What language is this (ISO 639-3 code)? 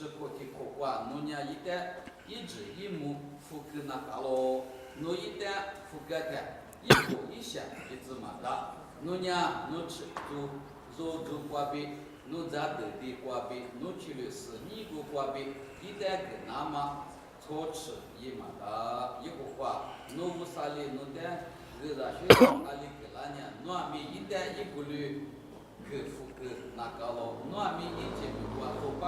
lis